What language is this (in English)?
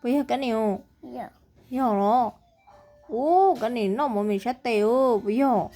Hmong